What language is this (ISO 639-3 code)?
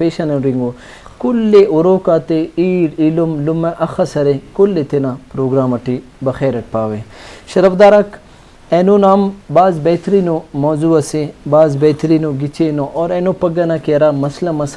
brh